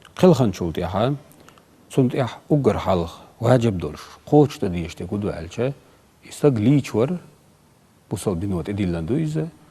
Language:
Chechen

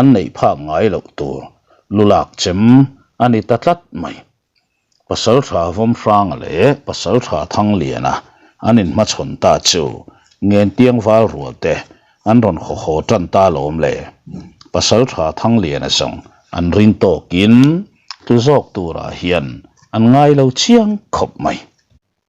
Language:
Mizo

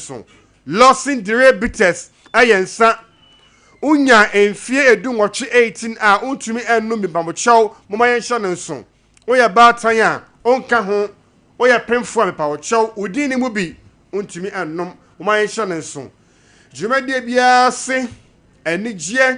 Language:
Akan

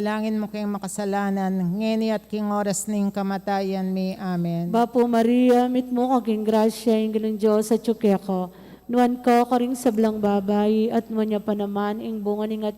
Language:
Pampanga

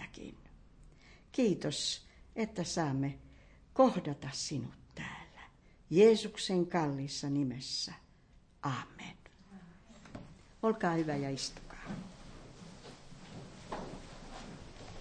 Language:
Finnish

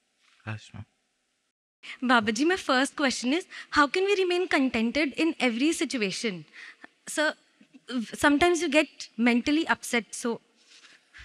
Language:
Punjabi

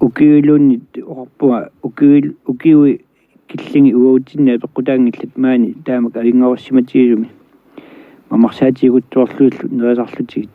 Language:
Kalaallisut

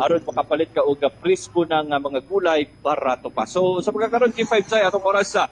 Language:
Cebuano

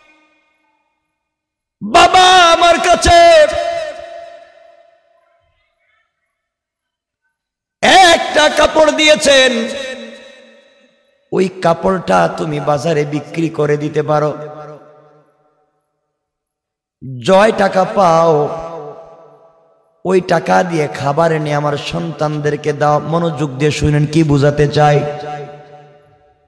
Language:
Bangla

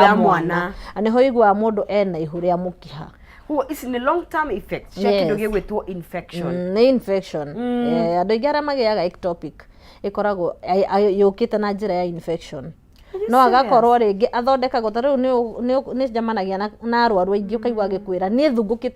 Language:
Kikuyu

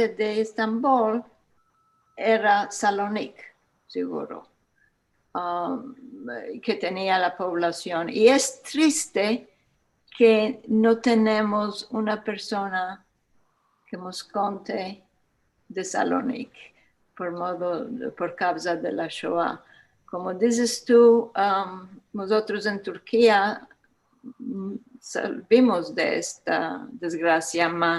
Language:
Ladino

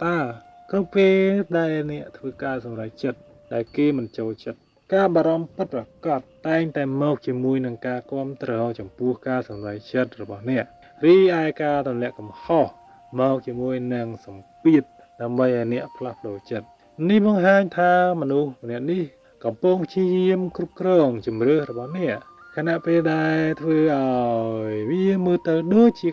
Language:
Khmer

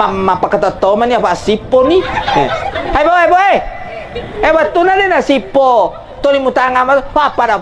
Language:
Buginese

